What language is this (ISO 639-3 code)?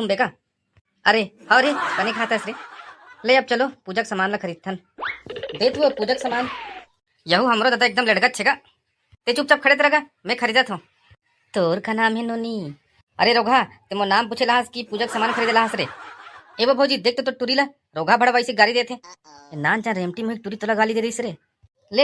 hne